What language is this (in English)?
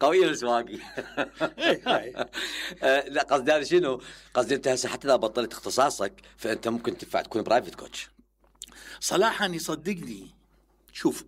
Mesopotamian Arabic